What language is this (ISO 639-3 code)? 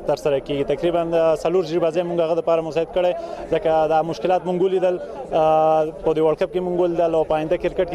pus